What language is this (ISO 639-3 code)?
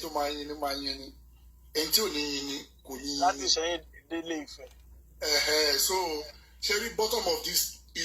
yor